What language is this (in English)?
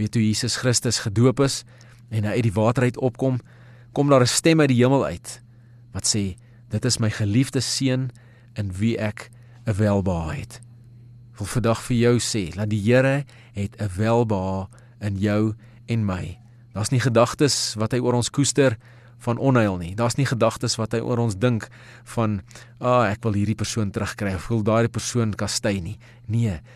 Afrikaans